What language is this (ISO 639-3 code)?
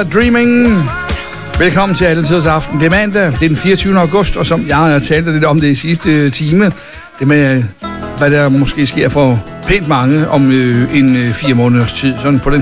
dan